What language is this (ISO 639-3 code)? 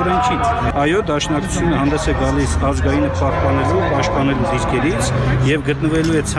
hye